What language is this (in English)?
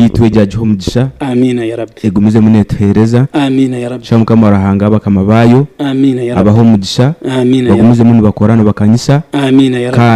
Nyankole